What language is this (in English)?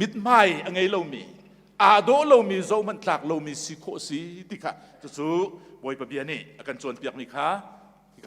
Hakha Chin